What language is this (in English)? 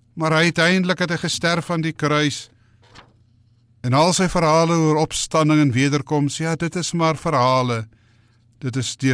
Afrikaans